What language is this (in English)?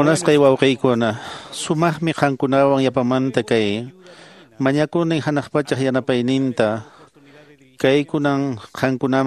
Quechua